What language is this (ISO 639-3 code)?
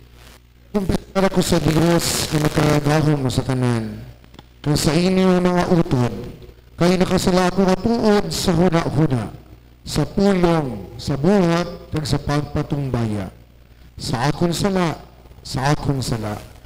hil